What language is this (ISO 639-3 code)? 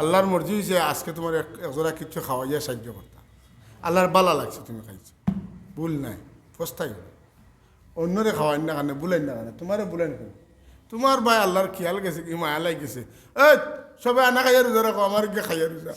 syl